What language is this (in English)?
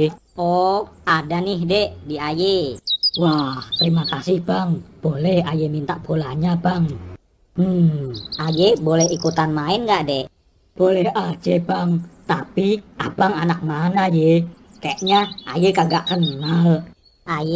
Betawi